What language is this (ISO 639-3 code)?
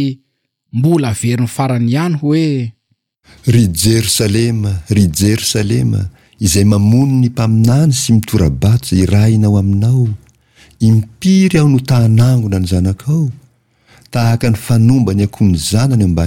mlg